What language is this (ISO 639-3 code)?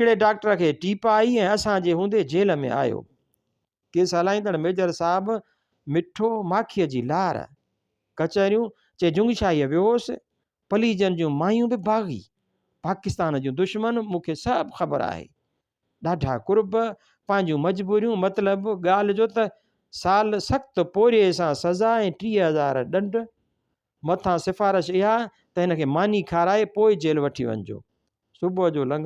snd